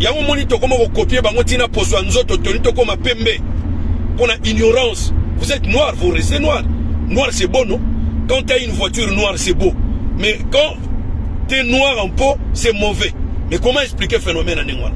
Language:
Lingala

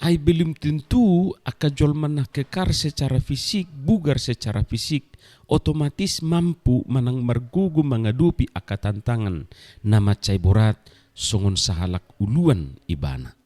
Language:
Batak Toba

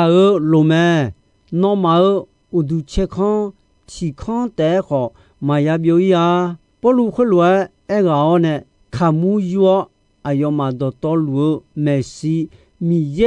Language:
Akha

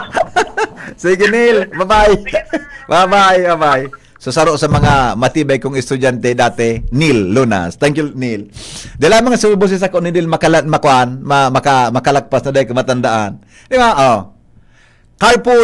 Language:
Bikol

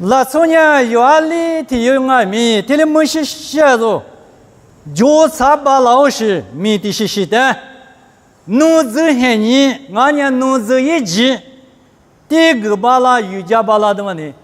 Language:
Lisu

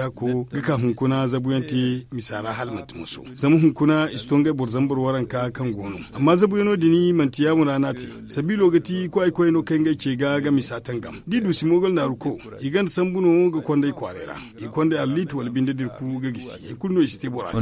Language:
Zarma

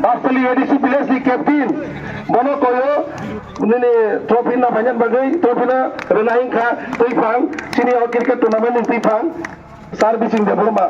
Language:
Kok Borok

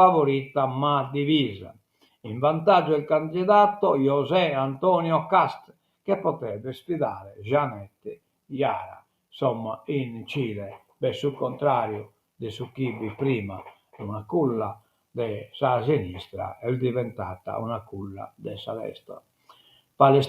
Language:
Sardinian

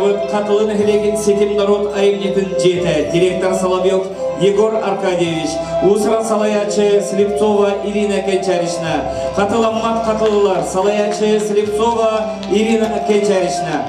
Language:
Yakut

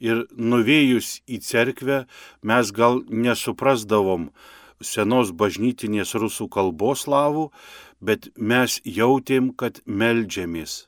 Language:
Lithuanian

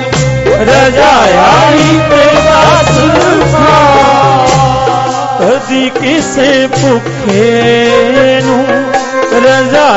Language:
Punjabi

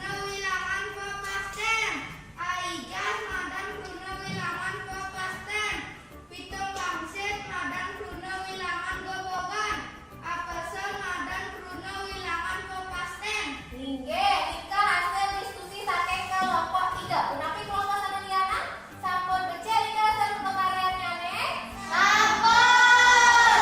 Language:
Balinese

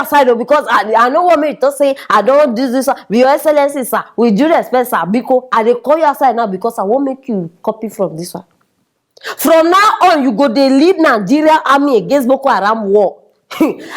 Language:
Nigerian Pidgin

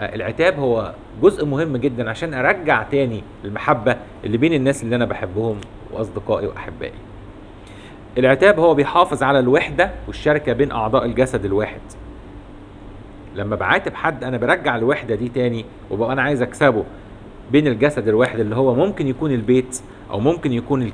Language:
Egyptian Arabic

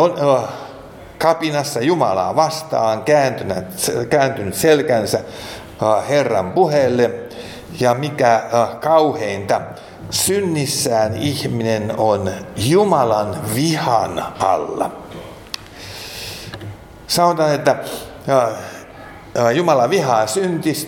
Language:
Finnish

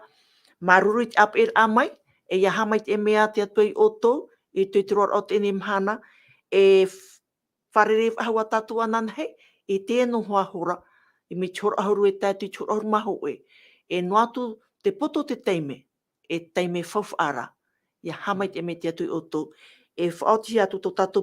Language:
Tahitian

